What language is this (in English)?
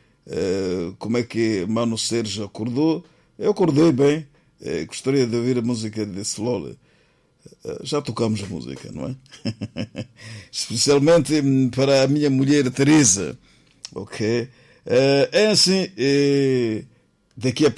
Portuguese